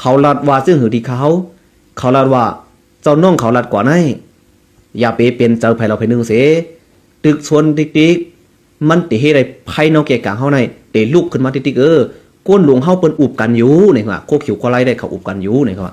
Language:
Shan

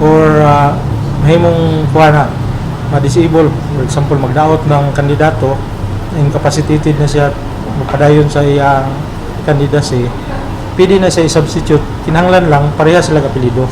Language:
Cebuano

